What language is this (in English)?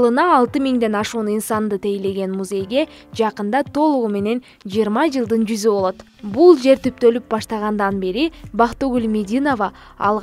Kyrgyz